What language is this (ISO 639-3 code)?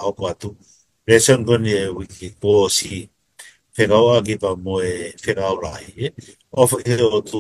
ton